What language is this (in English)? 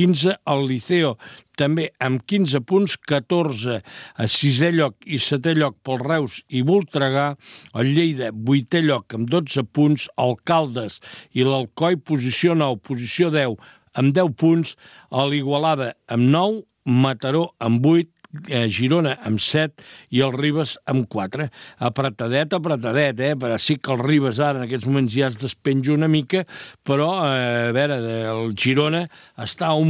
Catalan